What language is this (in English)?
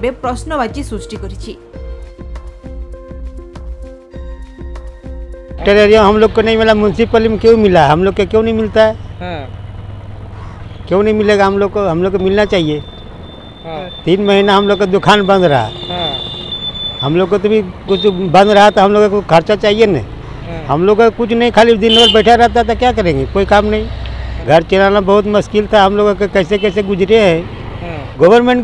Odia